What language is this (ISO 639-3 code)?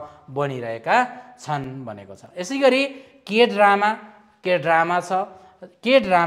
nep